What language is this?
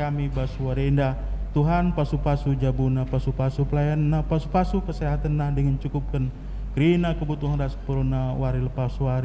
Batak Karo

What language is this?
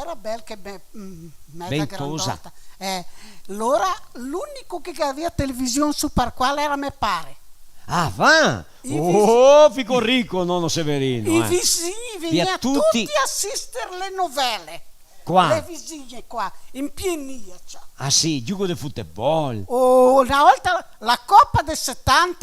Venetian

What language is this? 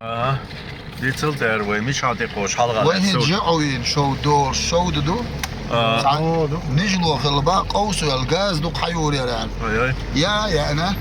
Chechen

